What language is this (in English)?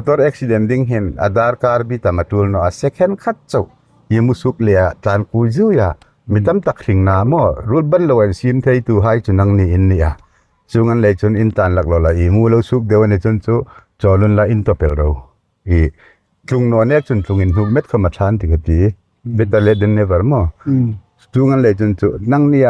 Hmar